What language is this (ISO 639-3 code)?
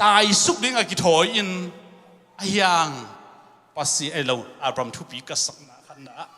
ctd